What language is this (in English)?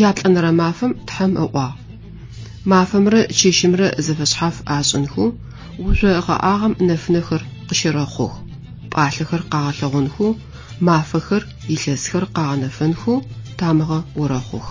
Adyghe